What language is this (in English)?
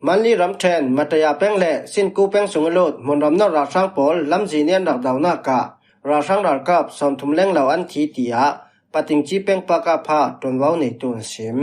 Falam Chin